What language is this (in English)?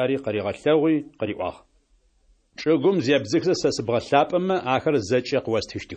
Adyghe